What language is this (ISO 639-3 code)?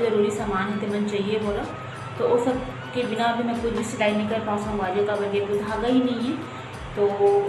hne